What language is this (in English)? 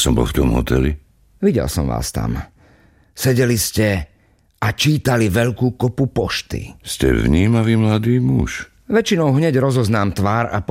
Slovak